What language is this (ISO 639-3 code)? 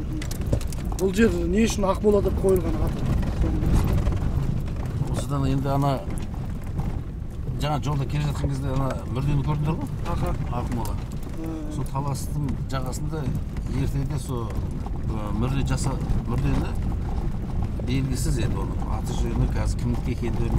kaz